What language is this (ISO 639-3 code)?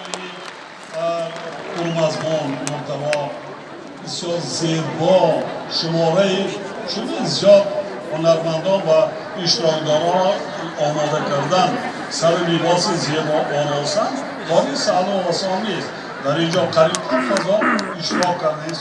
tgk